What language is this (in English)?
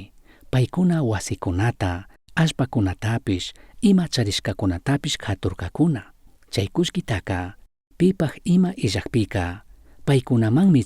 Chimborazo Highland Quichua